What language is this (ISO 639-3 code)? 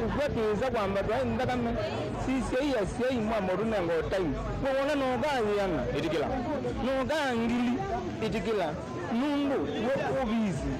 kam